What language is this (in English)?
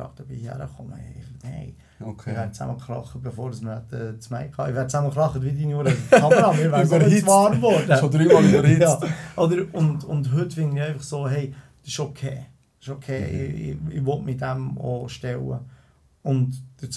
Swiss German